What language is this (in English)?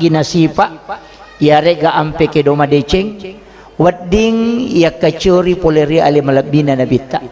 Buginese